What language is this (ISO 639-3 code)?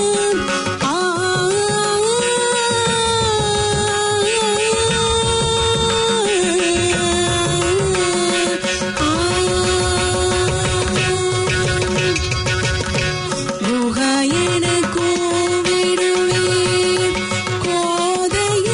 tam